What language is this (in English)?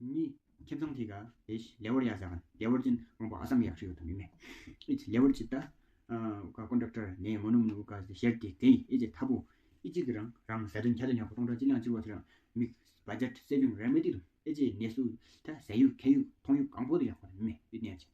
Tawang Monpa